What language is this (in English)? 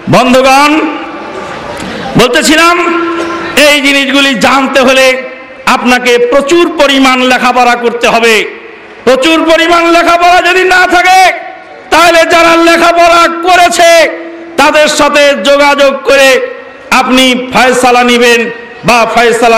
Bangla